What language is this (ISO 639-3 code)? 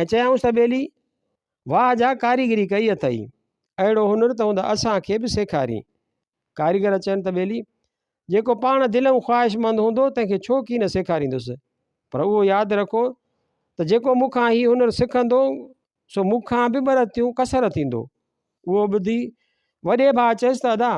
snd